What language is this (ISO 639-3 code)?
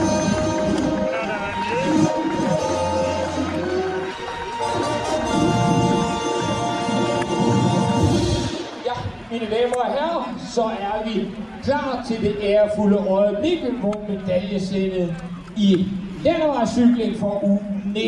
dan